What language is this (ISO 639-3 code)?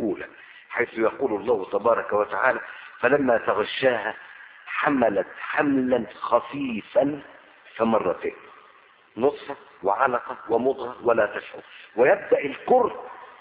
ara